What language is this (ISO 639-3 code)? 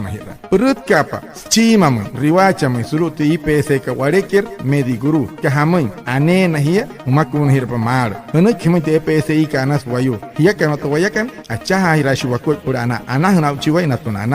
guc